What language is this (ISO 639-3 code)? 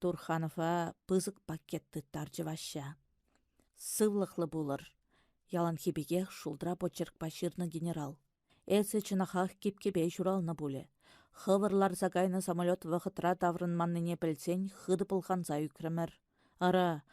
chv